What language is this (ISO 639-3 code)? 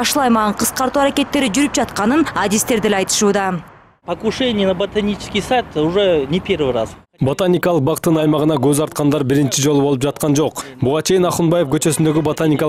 kir